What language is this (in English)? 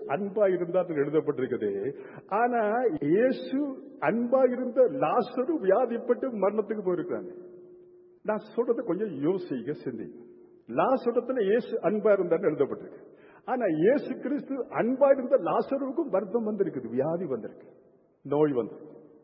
Tamil